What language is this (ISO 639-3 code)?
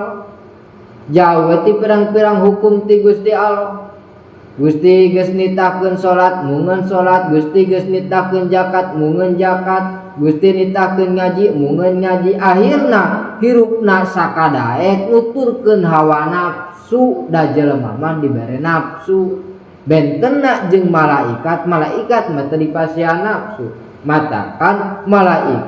sun